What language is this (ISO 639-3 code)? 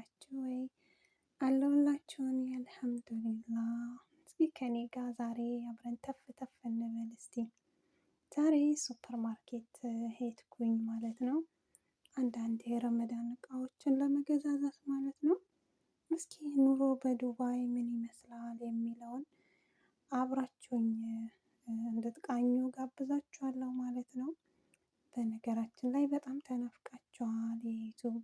amh